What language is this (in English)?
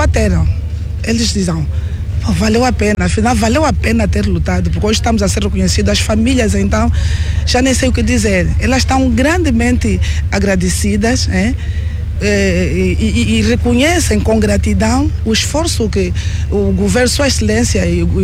Portuguese